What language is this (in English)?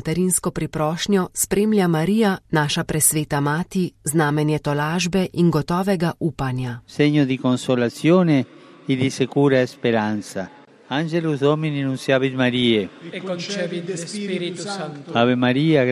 Slovenian